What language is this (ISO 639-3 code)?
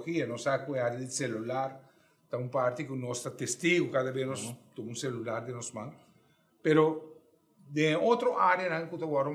pap